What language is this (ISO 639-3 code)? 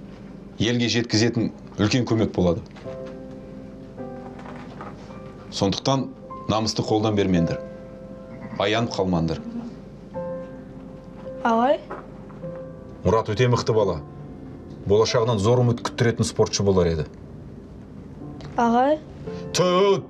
kaz